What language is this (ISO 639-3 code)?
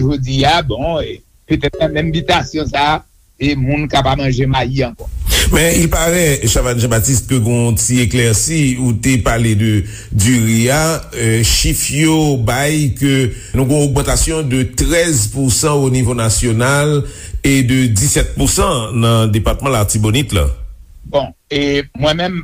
hat